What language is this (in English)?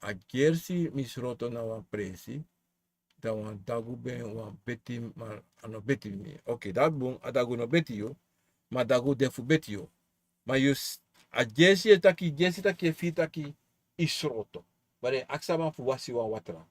Sranan Tongo